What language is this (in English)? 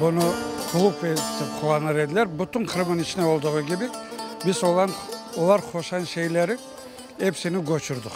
Crimean Tatar